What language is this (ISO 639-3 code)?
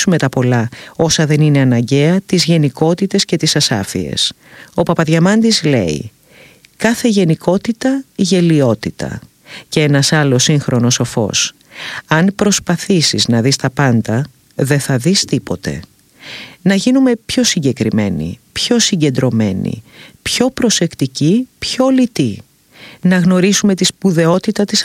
ell